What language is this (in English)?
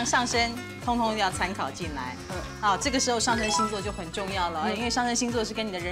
Chinese